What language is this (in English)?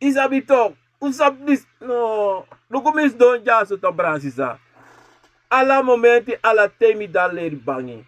Sranan Tongo